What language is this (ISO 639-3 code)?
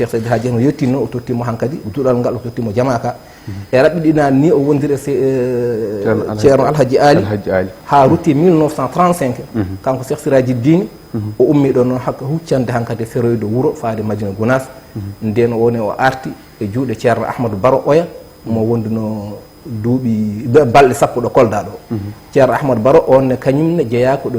ful